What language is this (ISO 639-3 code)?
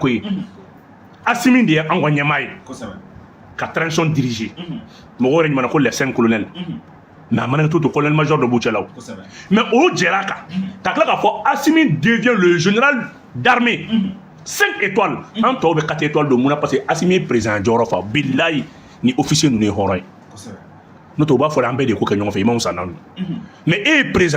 bam